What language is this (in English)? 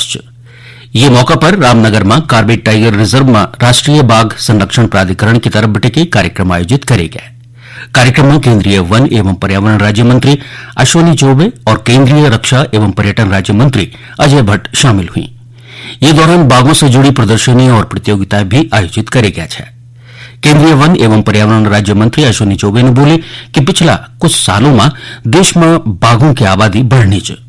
Garhwali